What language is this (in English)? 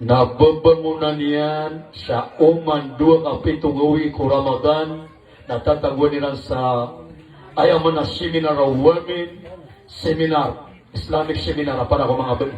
Maranao